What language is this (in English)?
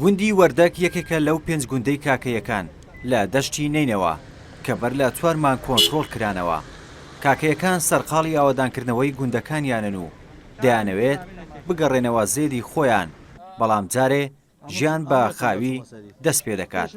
Central Kurdish